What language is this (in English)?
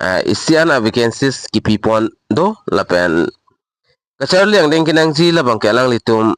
Karbi